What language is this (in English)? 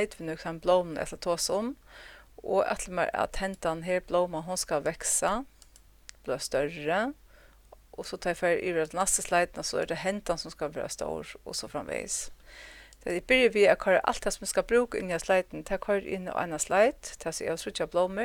Faroese